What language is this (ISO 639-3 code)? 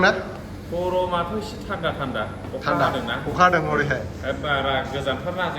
brx